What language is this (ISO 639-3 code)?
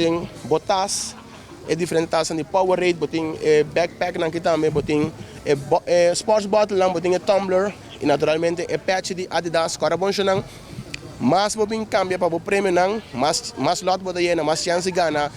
pap